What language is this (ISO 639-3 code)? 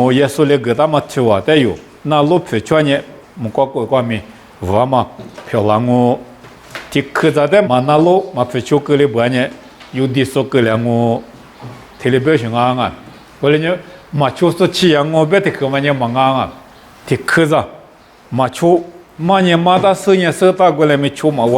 lis